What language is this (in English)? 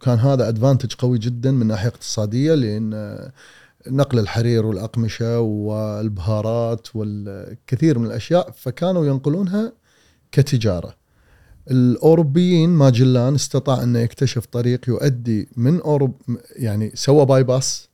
Gulf Arabic